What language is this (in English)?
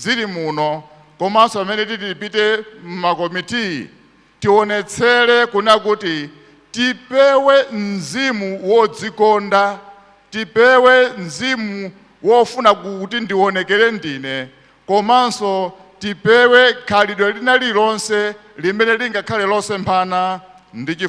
Nyanja